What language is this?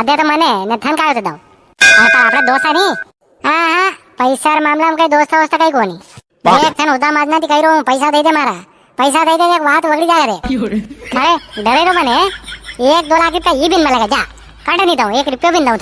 Rajasthani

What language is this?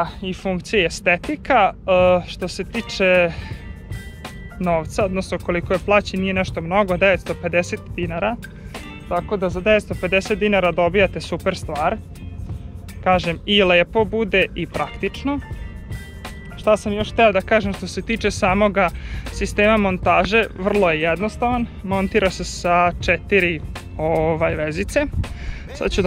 Serbian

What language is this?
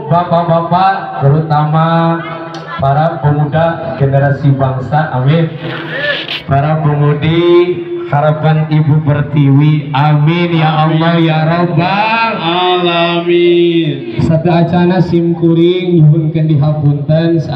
Sundanese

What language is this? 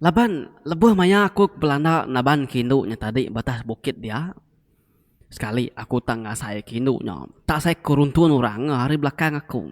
Iban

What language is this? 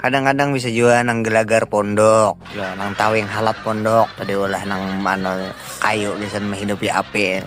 Banjar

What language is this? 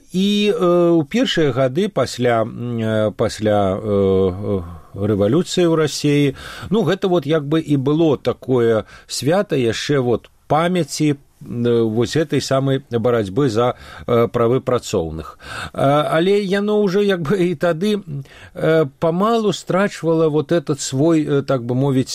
Belarusian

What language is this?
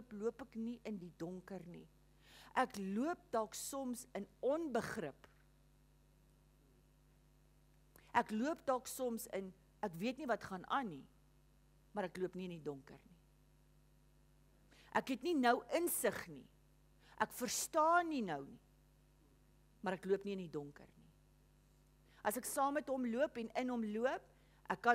Afrikaans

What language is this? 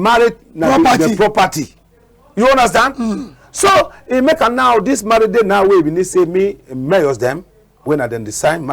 Cameroon Pidgin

